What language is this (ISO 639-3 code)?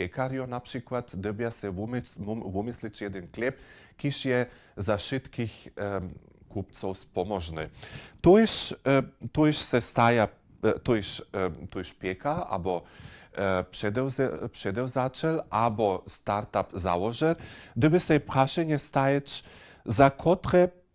hsb